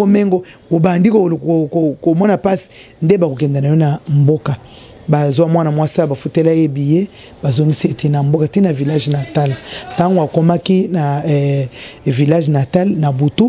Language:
Lingala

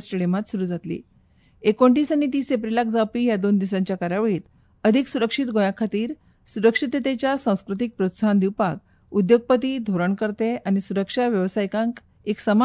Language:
Konkani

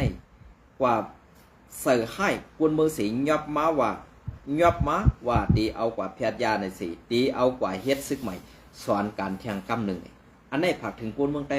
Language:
Shan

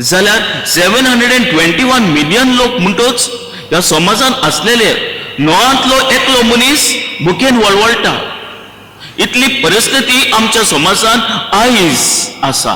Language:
Konkani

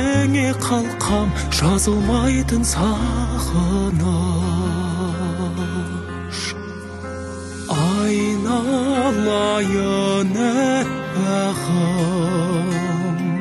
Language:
Kazakh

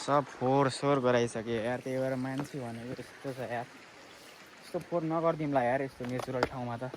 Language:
Nepali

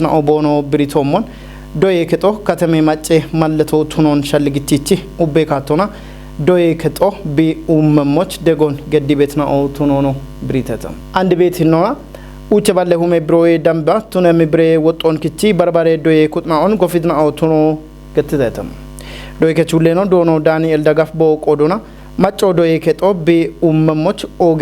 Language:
Kafa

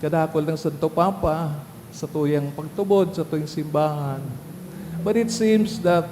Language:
Bikol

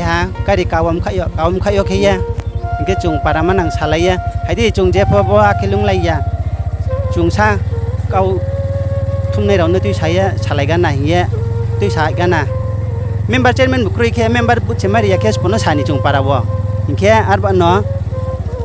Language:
Riang (India)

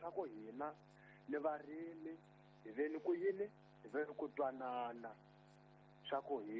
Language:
Tsonga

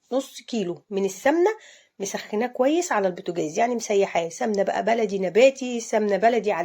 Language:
Egyptian Arabic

